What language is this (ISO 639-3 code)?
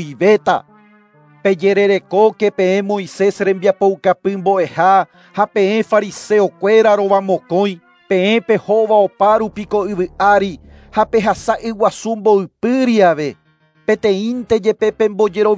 grn